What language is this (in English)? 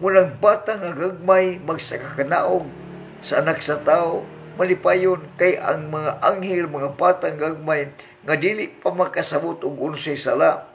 Cebuano